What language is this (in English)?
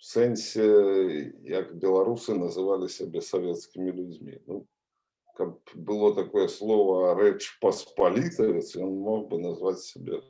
Belarusian